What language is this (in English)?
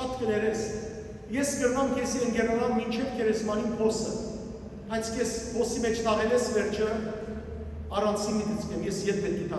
Western Armenian